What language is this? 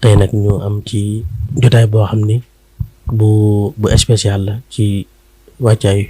Wolof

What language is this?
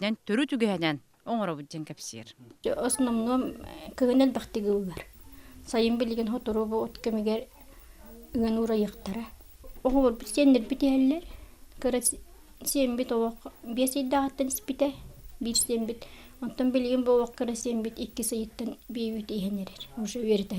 Yakut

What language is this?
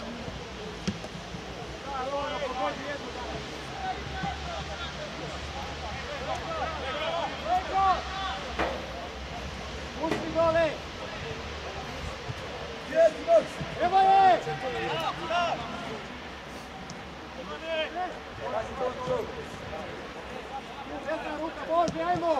Croatian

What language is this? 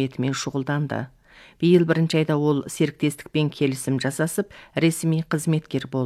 Kazakh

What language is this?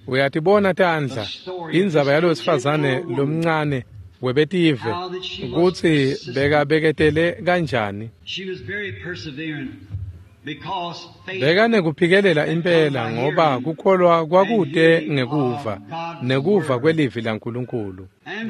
Swati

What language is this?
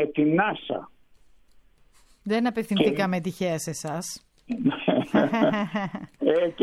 Greek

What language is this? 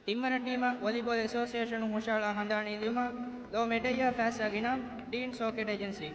Divehi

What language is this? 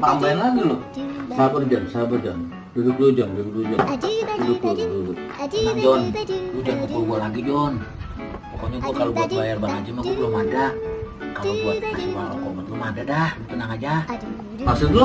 Betawi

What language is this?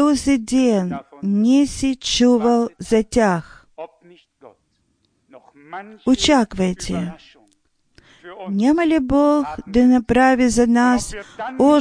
Bulgarian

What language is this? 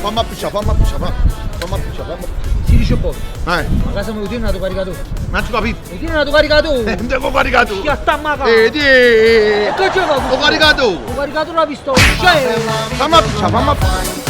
Neapolitan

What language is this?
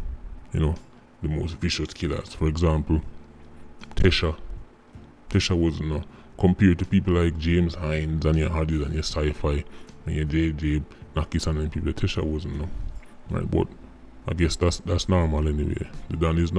Jamaican Creole English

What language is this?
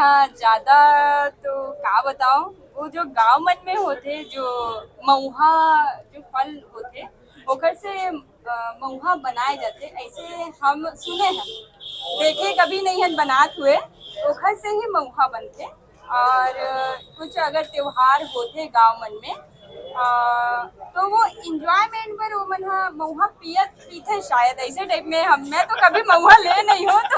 Chhattisgarhi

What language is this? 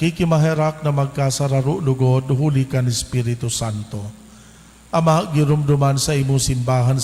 Bikol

